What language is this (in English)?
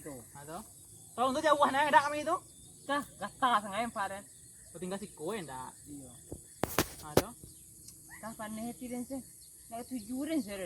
Minangkabau